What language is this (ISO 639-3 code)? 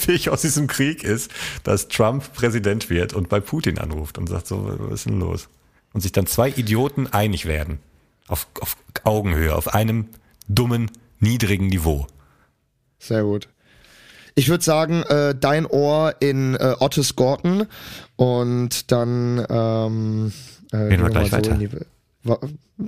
deu